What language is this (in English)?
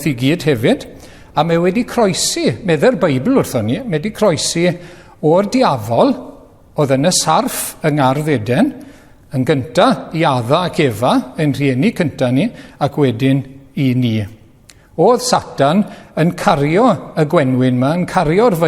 Welsh